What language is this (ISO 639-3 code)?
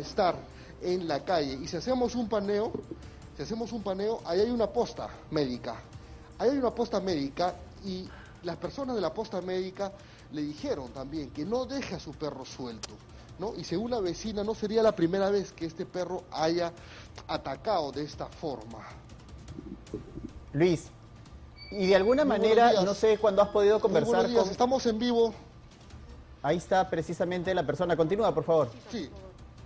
spa